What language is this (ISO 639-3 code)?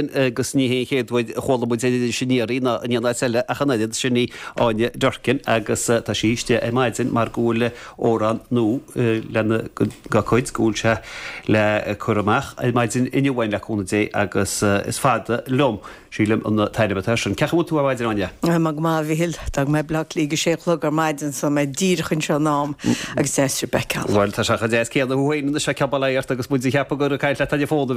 gle